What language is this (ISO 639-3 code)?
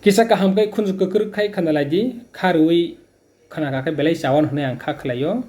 trp